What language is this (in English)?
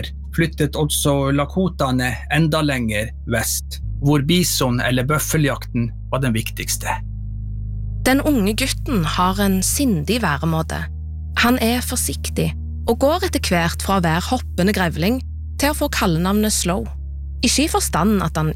Norwegian